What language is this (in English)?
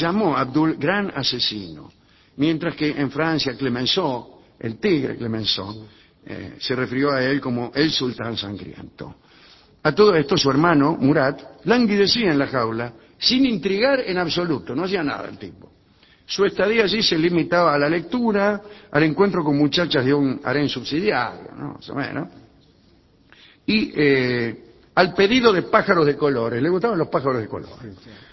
Spanish